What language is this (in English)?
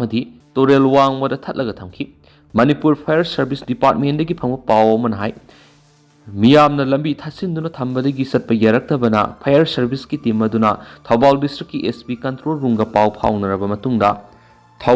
Manipuri